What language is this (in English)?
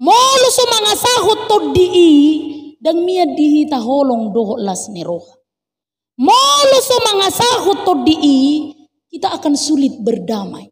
Batak Toba